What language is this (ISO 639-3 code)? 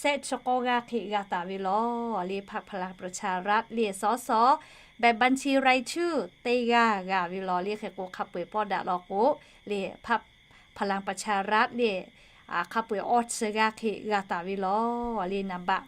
lhu